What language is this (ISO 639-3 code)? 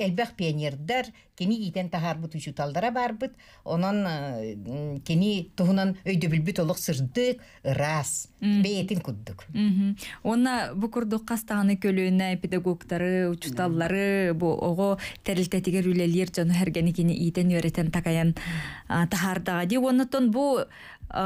sah